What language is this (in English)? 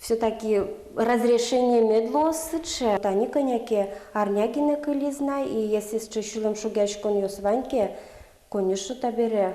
Udmurt